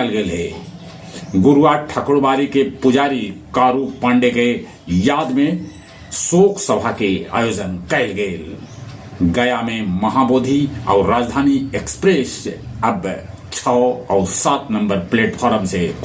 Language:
Magahi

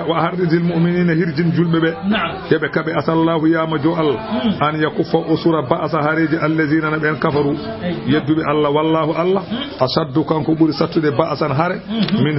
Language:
Fula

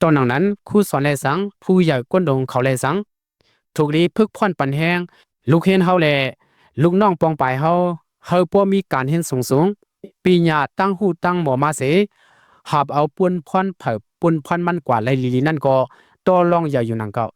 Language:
Shan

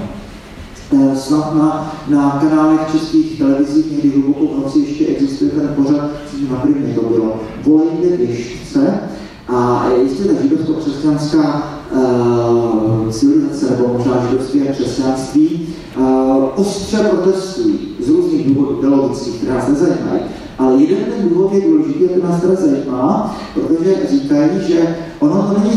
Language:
Czech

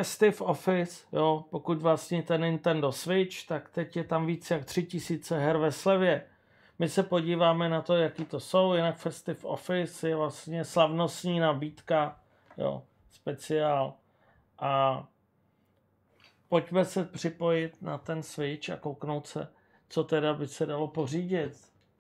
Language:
Czech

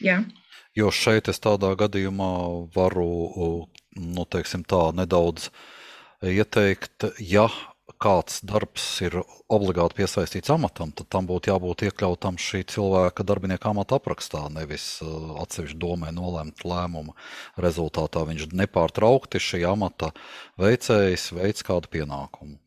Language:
Latvian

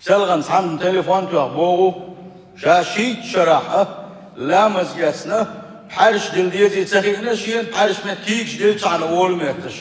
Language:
Chechen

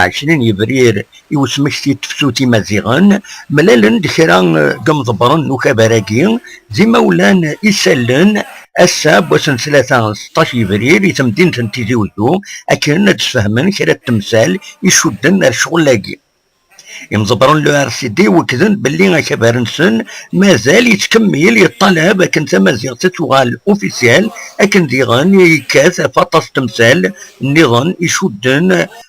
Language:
Kabyle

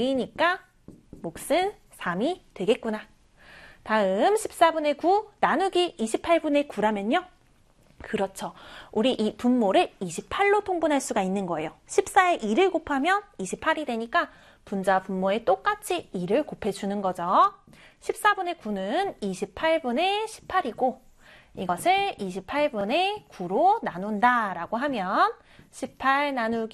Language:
Korean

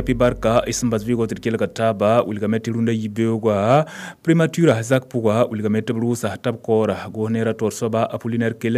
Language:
Mossi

